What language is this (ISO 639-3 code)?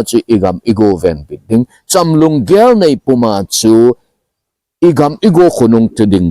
tcz